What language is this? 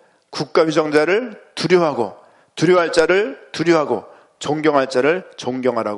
Korean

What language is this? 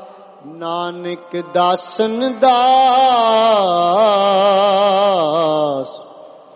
Punjabi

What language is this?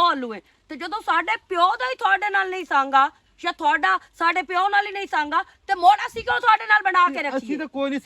Western Panjabi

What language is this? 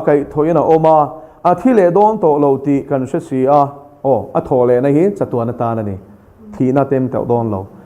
Mizo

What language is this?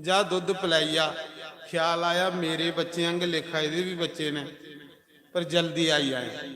Dogri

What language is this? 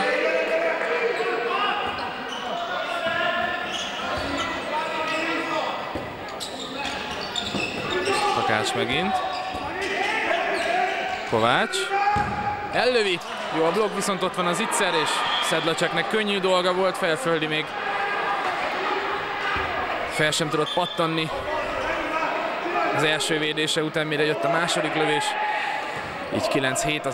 Hungarian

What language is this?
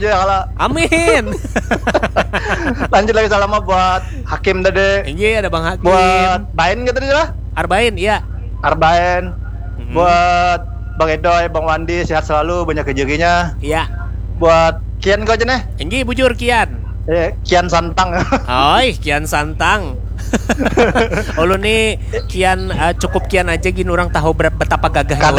Banjar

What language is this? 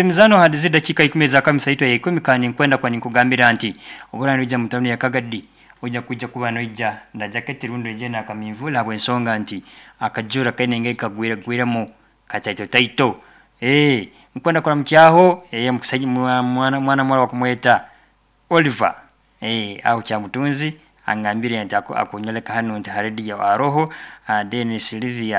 Nyoro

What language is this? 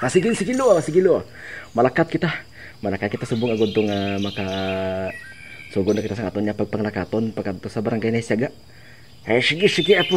Hiligaynon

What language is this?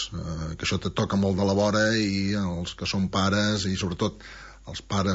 Catalan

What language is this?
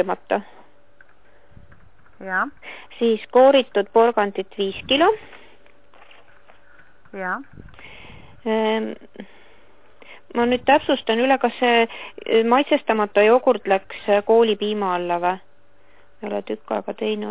Estonian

